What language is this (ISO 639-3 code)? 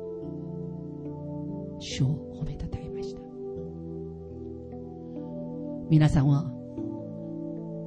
jpn